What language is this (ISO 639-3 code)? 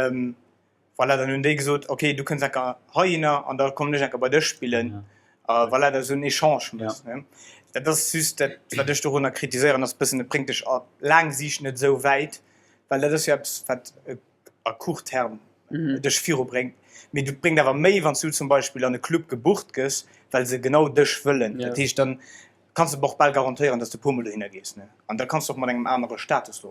ltz